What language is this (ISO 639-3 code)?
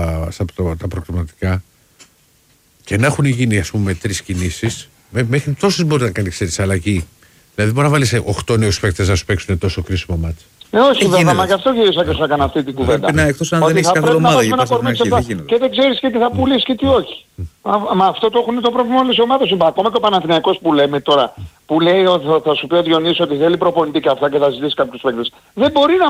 ell